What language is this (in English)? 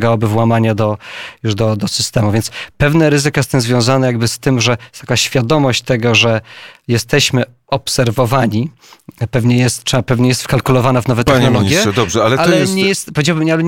Polish